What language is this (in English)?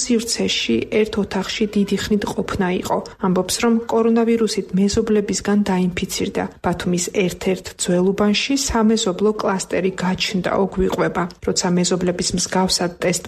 Georgian